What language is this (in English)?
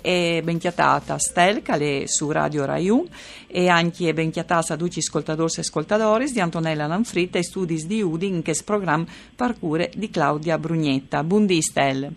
Friulian